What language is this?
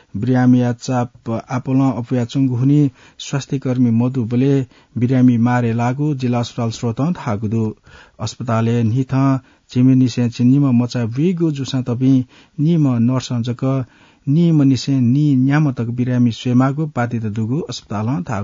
Newari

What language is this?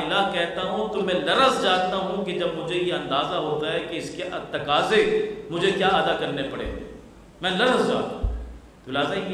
Urdu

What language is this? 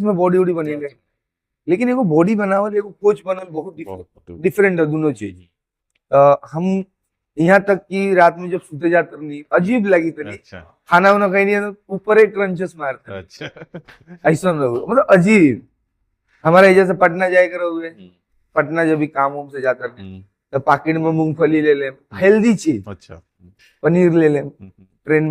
Bhojpuri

